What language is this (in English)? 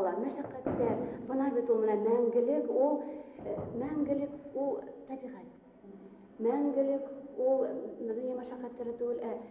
Bashkir